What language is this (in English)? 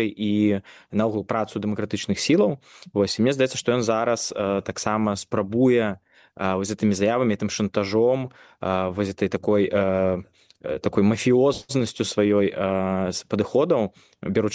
Belarusian